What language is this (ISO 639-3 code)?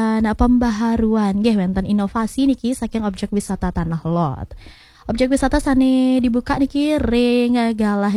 ban